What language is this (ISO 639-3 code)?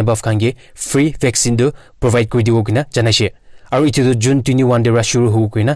nag